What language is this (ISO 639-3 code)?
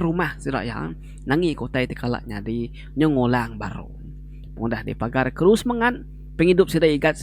iba